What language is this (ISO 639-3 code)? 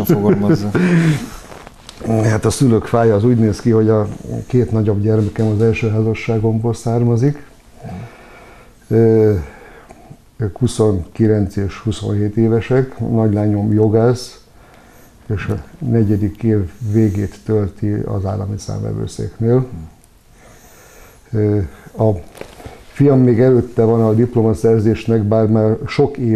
hun